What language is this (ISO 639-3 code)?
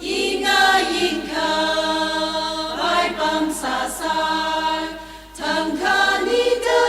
nmf